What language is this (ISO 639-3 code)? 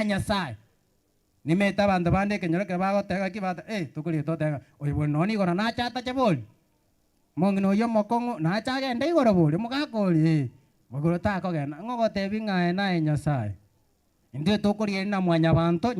guz